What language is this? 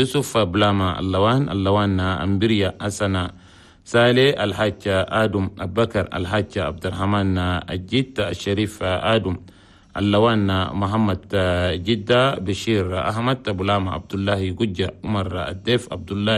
Chadian Arabic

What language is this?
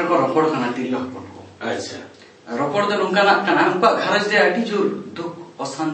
Santali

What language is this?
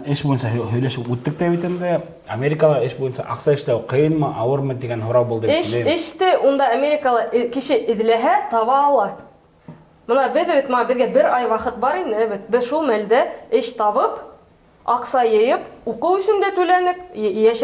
Bashkir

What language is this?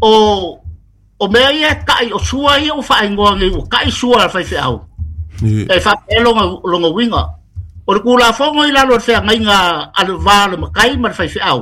Samoan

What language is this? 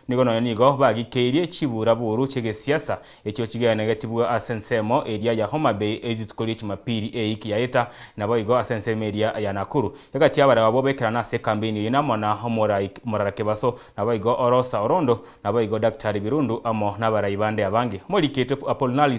Gusii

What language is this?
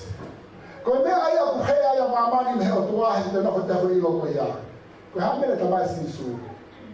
Tongan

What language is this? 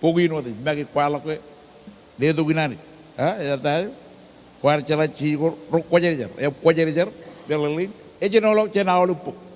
Marshallese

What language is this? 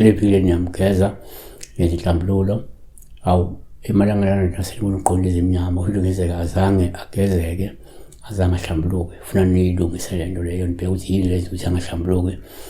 Zulu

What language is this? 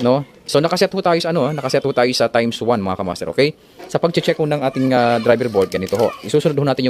Filipino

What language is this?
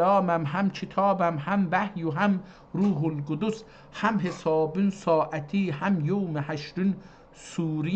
South Azerbaijani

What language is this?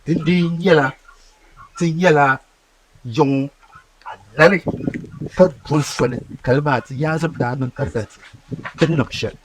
Dagbani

